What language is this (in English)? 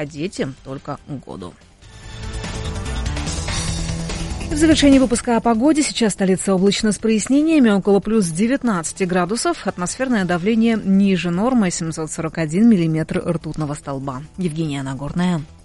Russian